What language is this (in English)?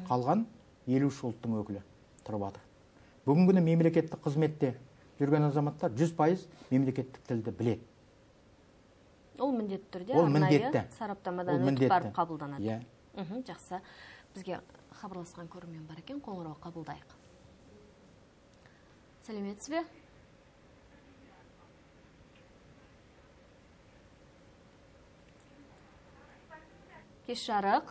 Kazakh